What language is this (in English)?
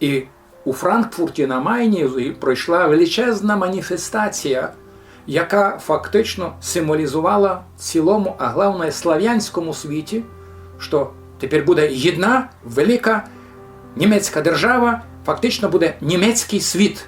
Rusyn